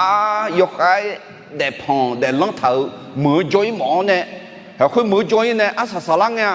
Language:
Akha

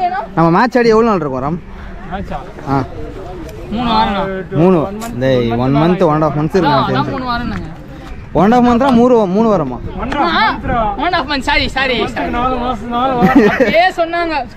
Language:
Tamil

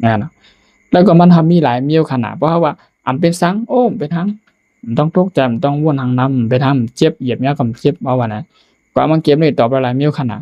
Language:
Shan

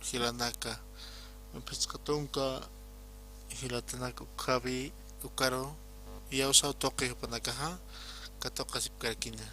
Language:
Aymara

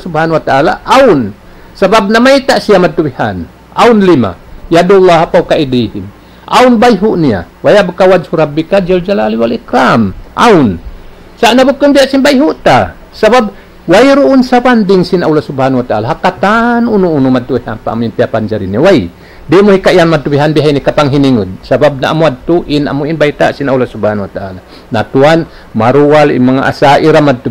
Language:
Tausug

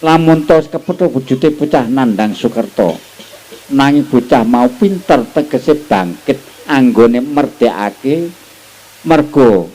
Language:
Javanese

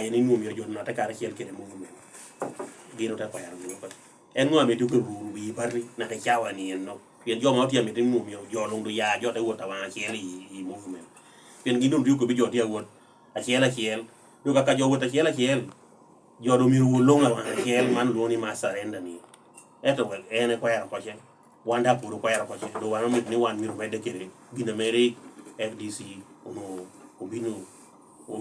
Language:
Lango (Uganda)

